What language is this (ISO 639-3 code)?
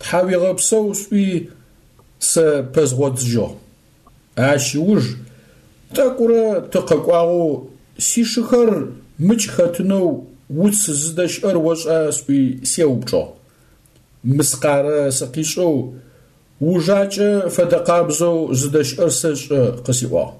ady